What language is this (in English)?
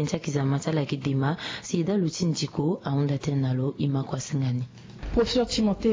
Sango